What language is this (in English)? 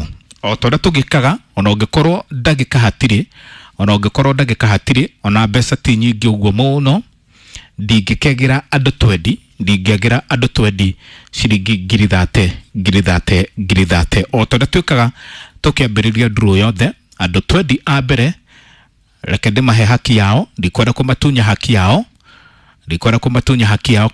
Kikuyu